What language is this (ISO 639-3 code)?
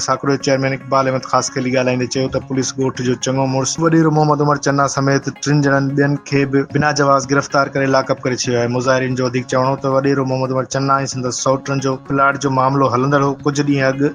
snd